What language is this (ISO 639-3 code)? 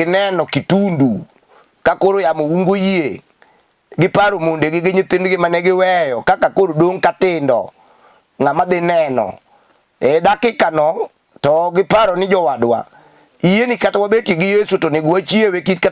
luo